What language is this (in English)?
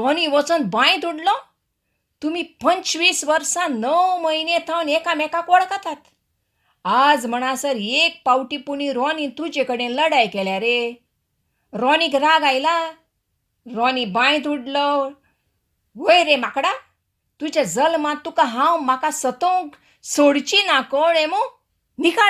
Konkani